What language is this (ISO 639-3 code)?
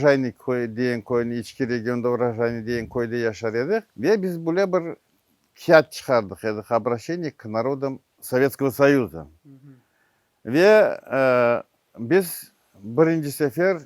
crh